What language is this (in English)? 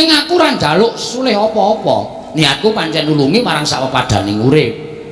Javanese